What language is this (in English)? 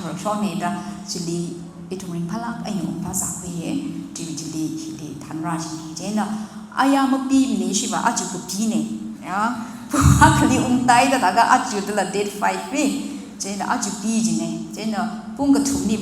Tangkhul Naga (India)